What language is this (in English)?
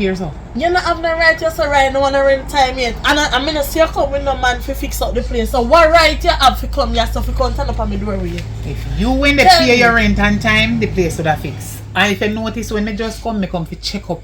Jamaican Creole English